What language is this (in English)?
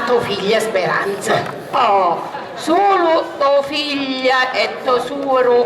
Sicilian